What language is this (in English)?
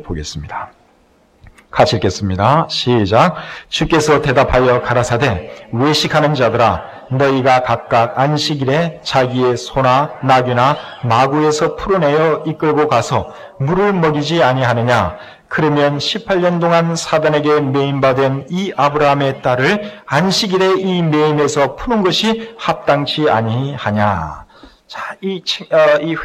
Korean